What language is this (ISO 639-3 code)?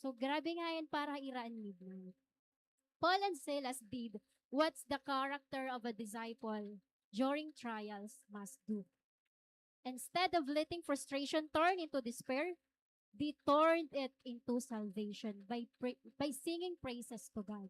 war